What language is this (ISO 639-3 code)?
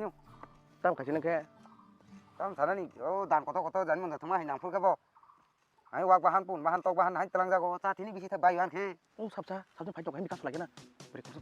trp